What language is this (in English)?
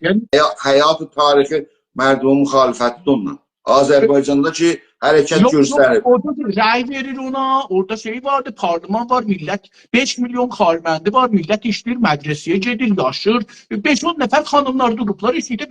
South Azerbaijani